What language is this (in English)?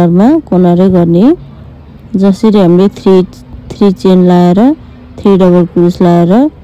Nepali